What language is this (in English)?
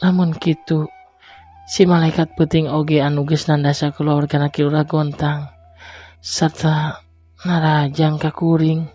Sundanese